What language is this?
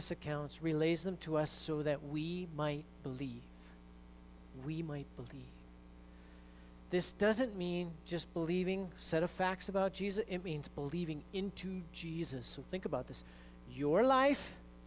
English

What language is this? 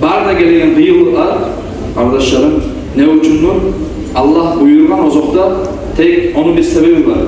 Kumyk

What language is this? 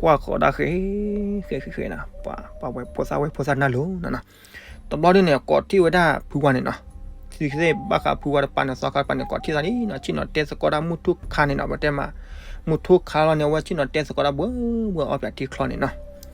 S'gaw Karen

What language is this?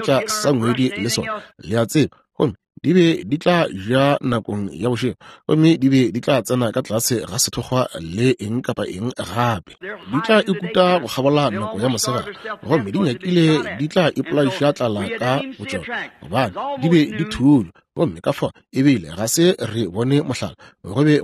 Northern Sotho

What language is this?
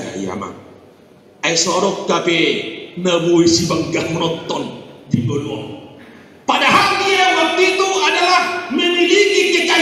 Batak Toba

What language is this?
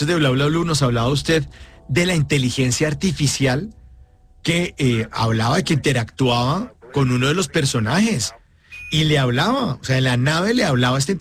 Spanish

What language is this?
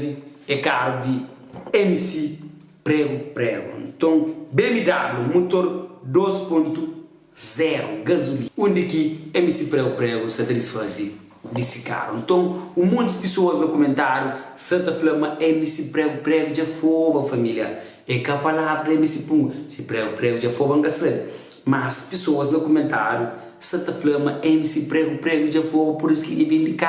Kabuverdianu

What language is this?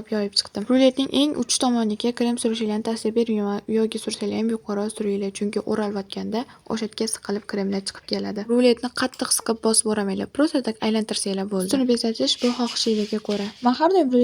Uzbek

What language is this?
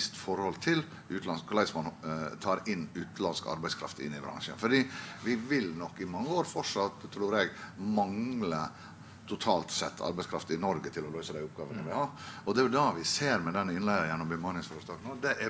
Norwegian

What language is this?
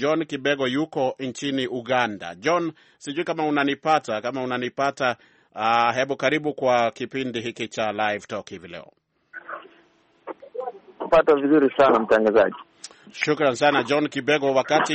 Swahili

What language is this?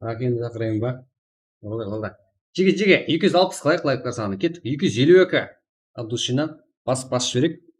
Kara-Kalpak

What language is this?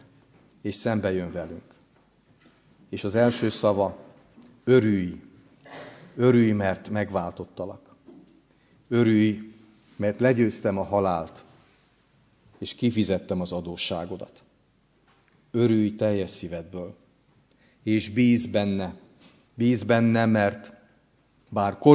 Hungarian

